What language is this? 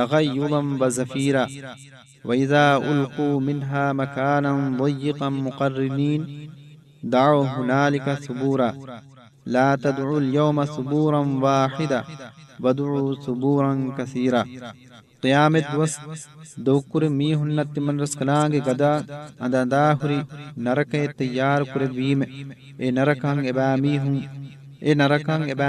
Divehi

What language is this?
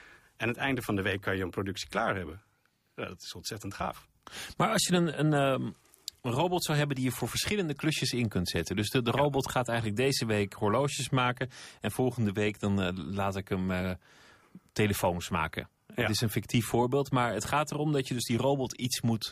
Dutch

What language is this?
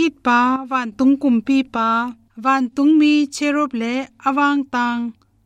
Tedim Chin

